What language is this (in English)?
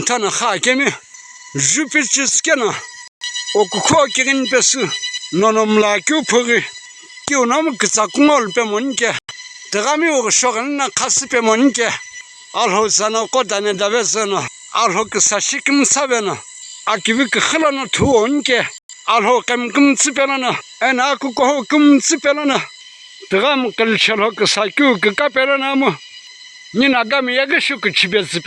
Sumi Naga